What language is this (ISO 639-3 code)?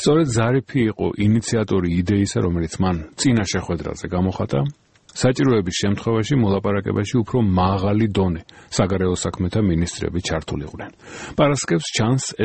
kat